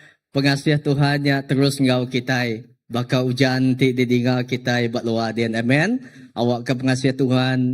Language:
Iban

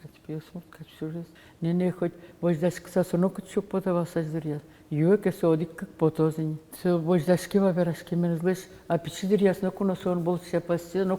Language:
Udmurt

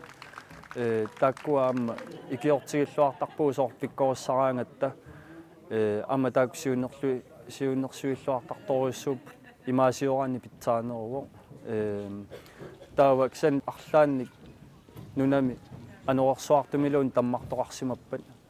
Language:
Kalaallisut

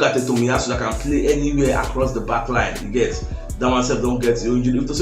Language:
Nigerian Pidgin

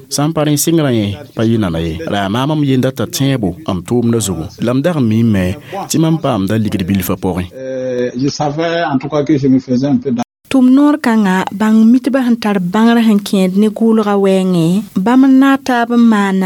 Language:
Mossi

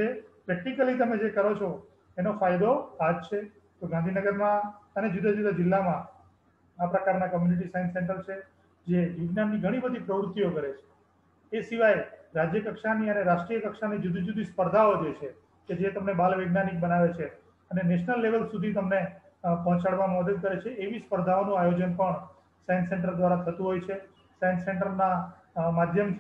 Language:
Gujarati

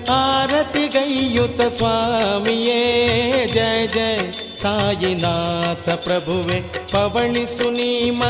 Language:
Kannada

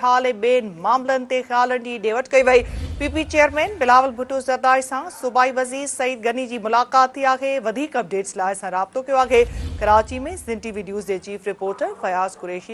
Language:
Sindhi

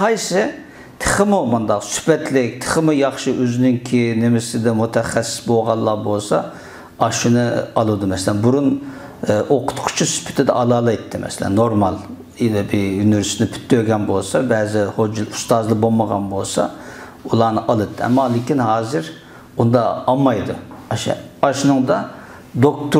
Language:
Uyghur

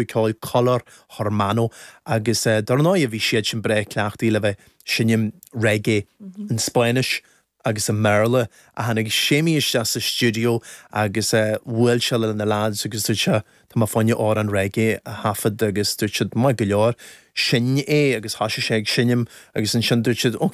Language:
Irish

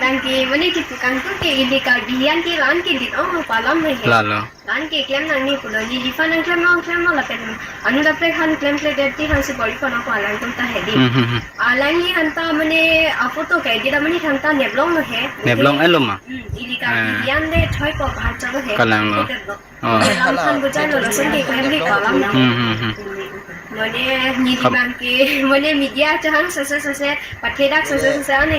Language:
Karbi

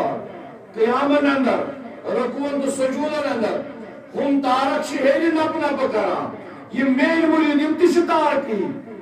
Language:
Kashmiri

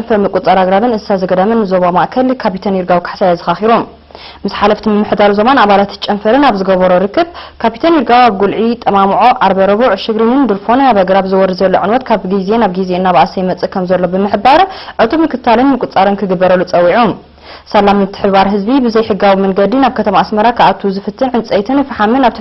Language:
Tigrinya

